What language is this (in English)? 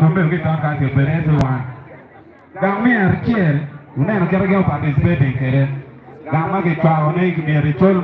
Acoli